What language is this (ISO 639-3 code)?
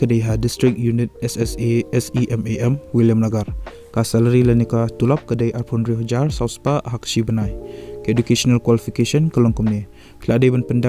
kha